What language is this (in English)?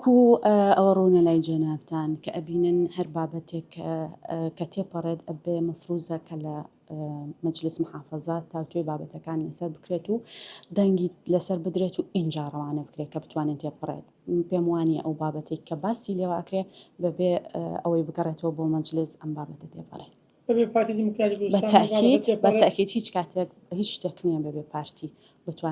Central Kurdish